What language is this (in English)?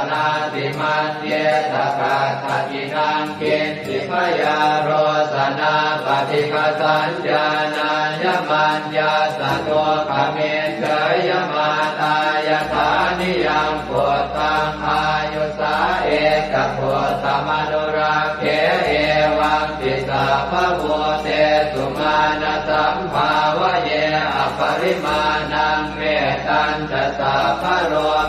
Pali